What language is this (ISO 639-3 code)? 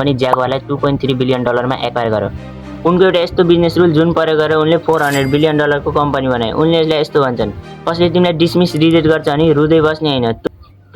nep